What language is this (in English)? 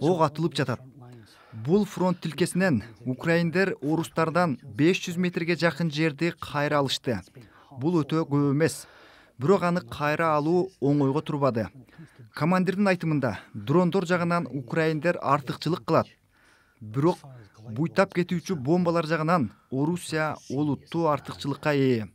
Kyrgyz